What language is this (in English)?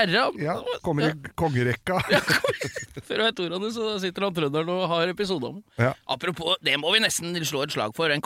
Norwegian